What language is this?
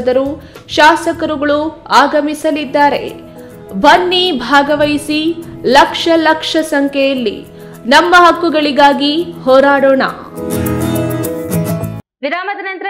Kannada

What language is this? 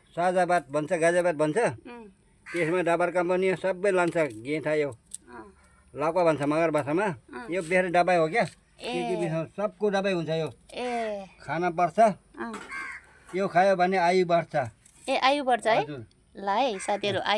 Nepali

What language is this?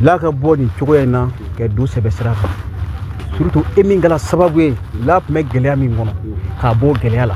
Bambara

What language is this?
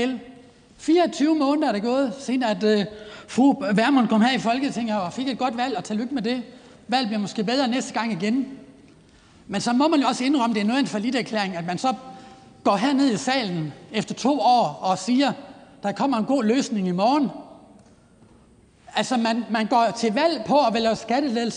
Danish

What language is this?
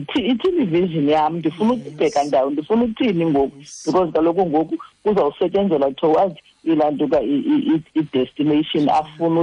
Xhosa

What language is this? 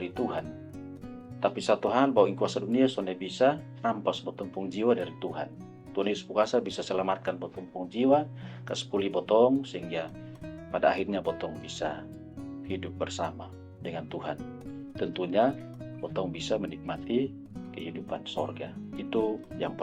Kupang Malay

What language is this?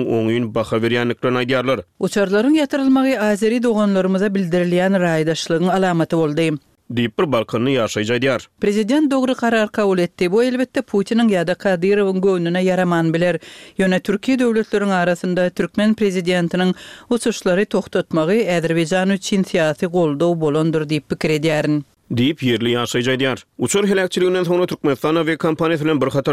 Turkmen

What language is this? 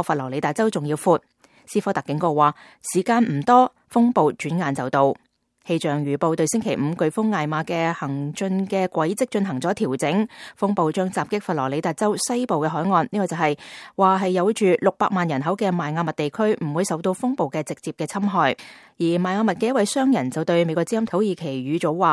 Cantonese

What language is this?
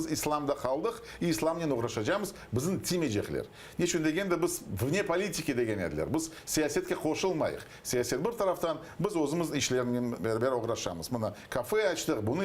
Crimean Tatar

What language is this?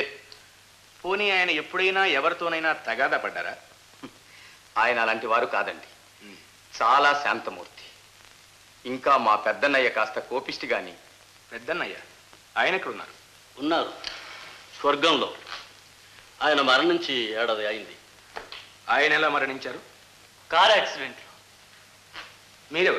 Telugu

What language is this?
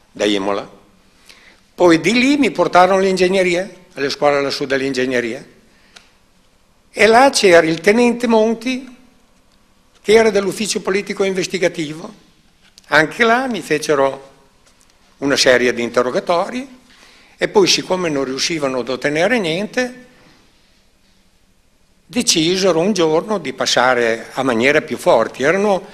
Italian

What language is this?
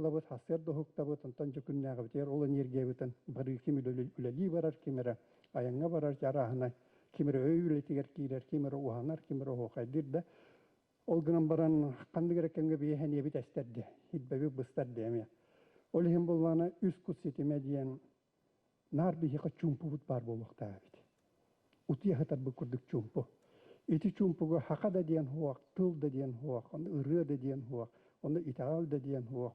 Yakut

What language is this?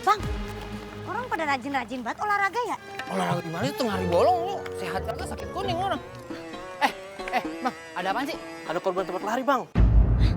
Betawi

